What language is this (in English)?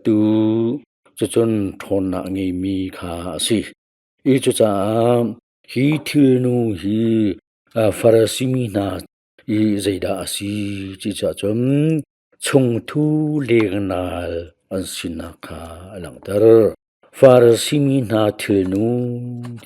Hakha Chin